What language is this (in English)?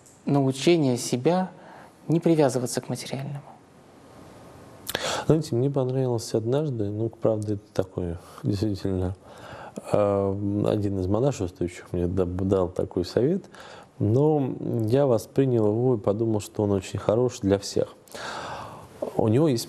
Russian